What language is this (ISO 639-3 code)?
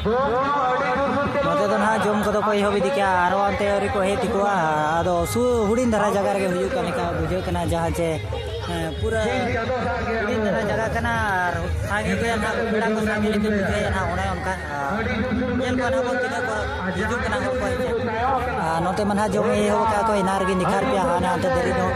sat